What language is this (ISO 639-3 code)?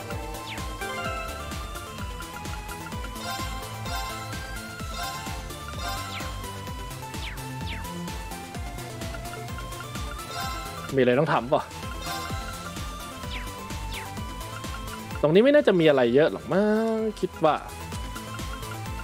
tha